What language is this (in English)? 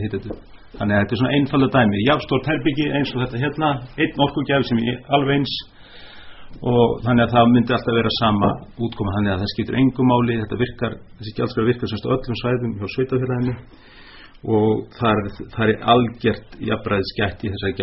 Icelandic